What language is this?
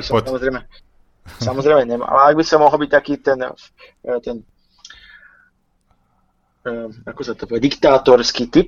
Slovak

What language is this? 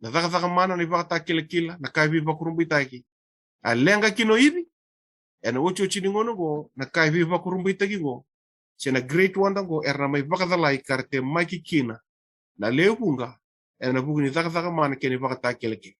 Fijian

